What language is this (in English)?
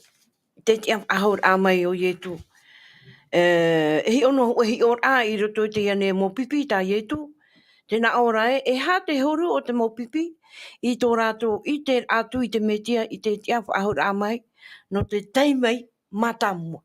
Tahitian